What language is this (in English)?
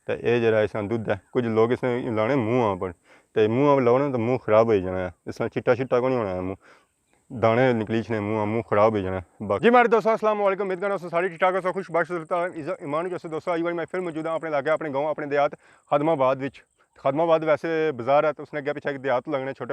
Pahari-Potwari